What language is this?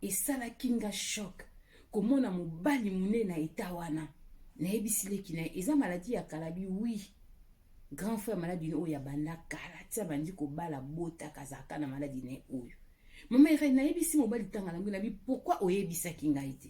Lingala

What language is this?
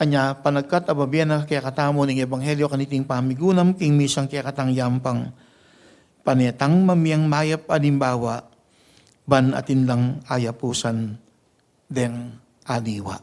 Pampanga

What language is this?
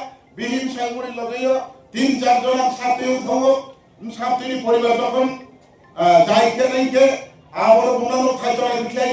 Riang (India)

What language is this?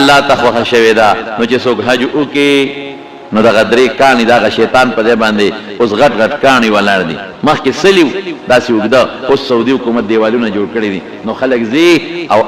Pashto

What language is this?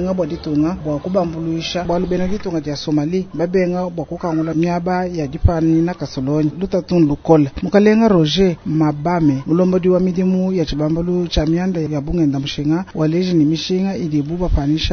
Luba-Lulua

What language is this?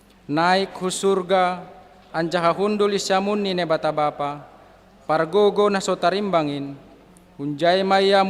Batak Simalungun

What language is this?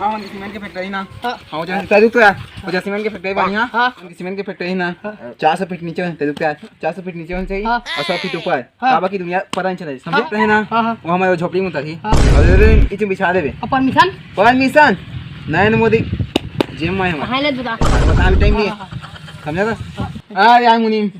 Chhattisgarhi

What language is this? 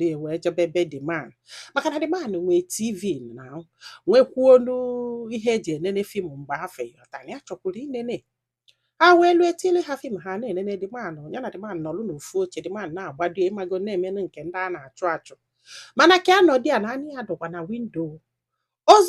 Igbo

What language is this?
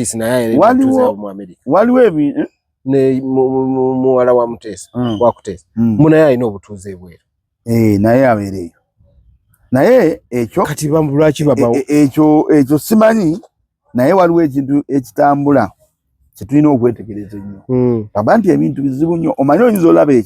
Ganda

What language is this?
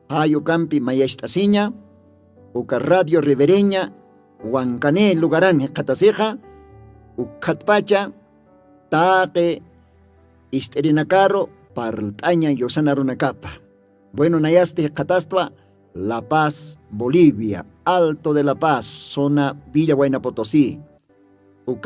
Aymara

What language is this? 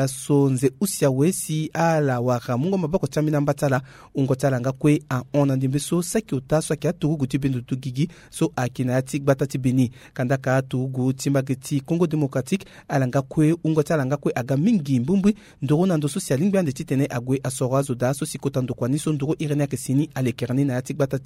Sango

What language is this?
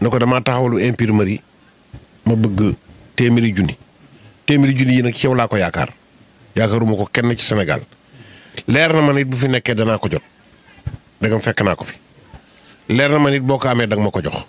Wolof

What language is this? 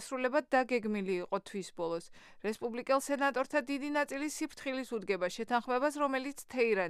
Georgian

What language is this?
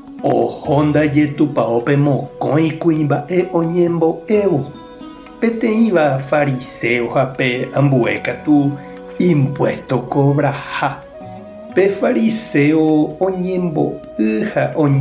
Guarani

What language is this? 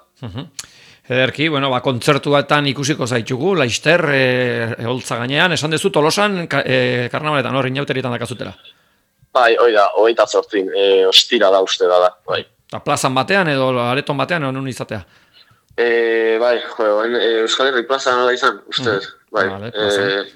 Basque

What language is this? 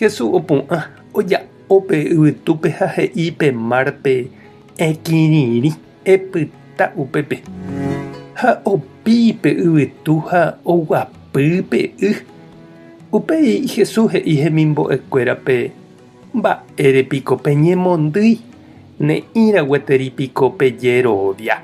Guarani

